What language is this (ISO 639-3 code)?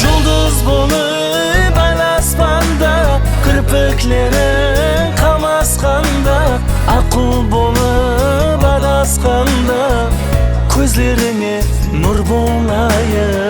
kaa